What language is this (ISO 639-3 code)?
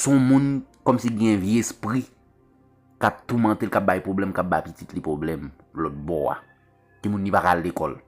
hat